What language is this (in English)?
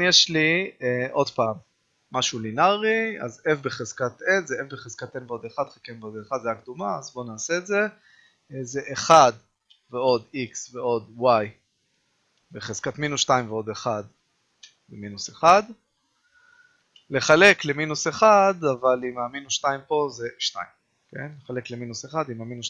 Hebrew